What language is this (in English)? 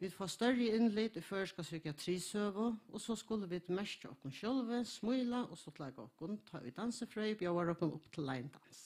Faroese